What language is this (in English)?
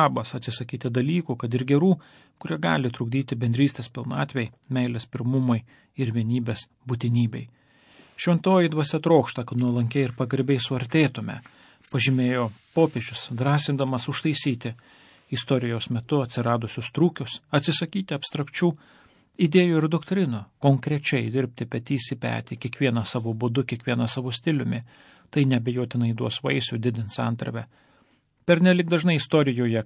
Lithuanian